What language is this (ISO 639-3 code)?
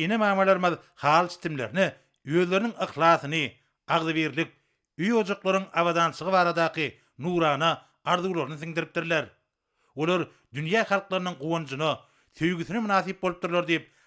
tuk